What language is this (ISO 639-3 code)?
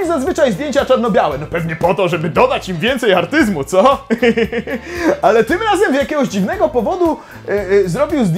pol